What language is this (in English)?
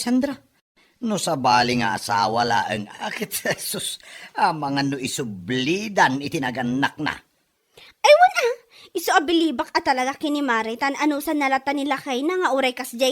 Iloko